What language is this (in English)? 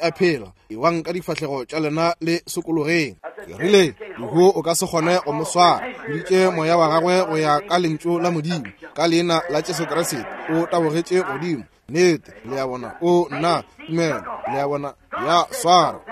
Northern Sotho